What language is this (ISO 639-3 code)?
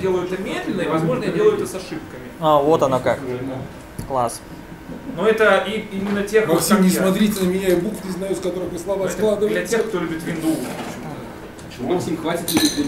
rus